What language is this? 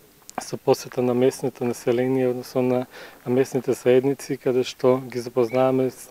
Macedonian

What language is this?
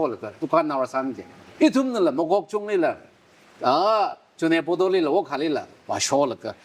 Tangkhul Naga (India)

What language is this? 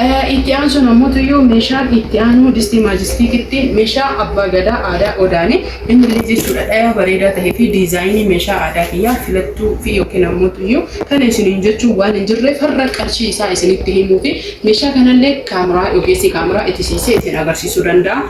Oromo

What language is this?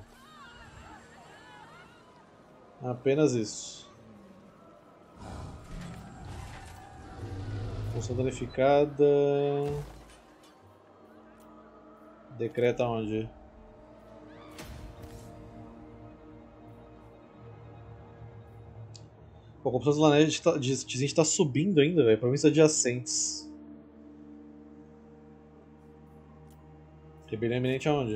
Portuguese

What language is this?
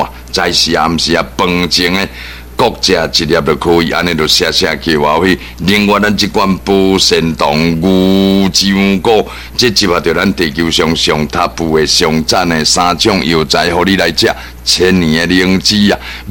Min Nan Chinese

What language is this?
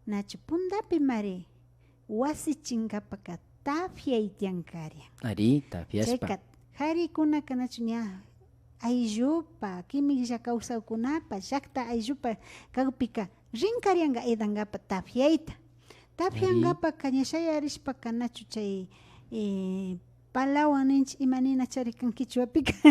Imbabura Highland Quichua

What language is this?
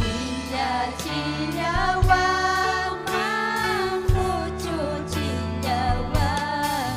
Ayacucho Quechua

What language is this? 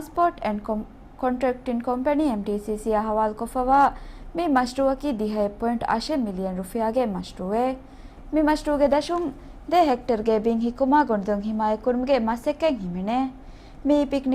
Divehi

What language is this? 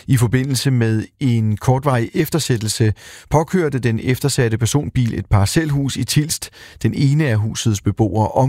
Danish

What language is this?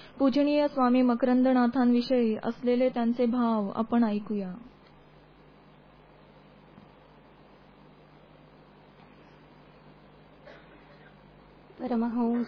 Marathi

